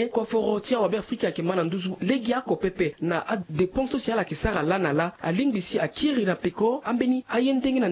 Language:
Sango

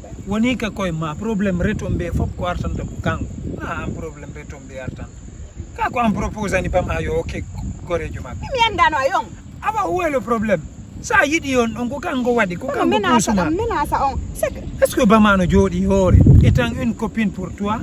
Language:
Fula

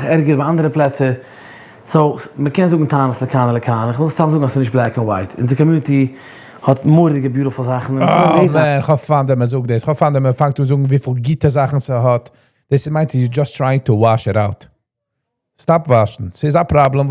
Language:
Yiddish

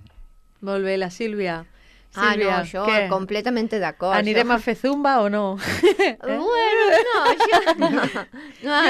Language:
Catalan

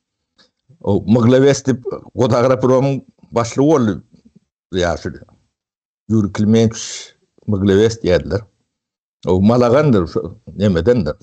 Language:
Turkmen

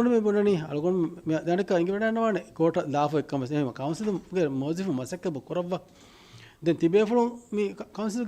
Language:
Divehi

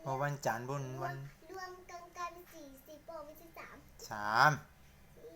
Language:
Shan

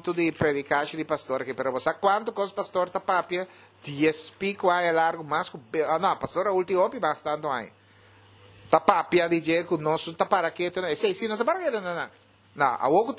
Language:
Papiamento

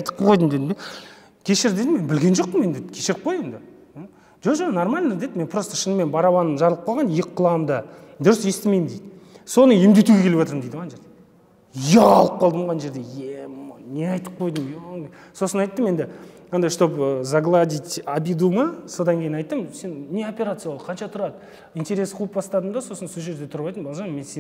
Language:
Kazakh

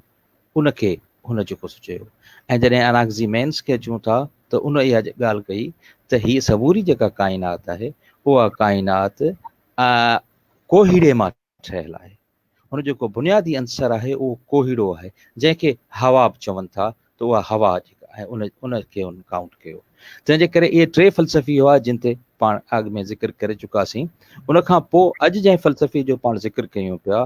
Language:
Sindhi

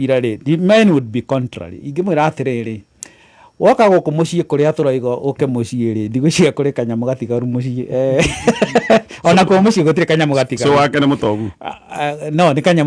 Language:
Kikuyu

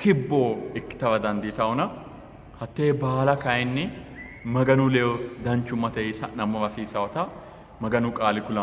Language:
Sidamo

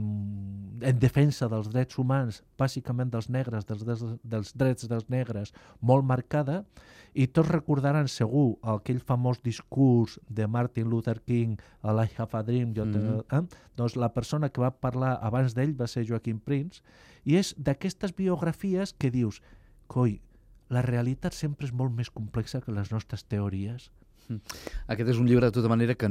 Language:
Catalan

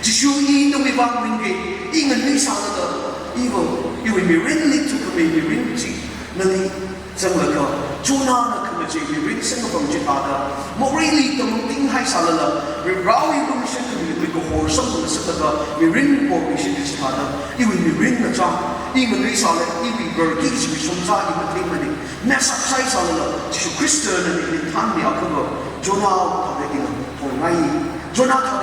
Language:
Tangkhul Naga (India)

